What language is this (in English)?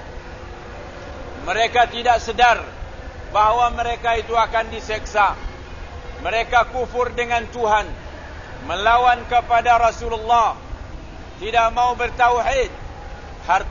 Malay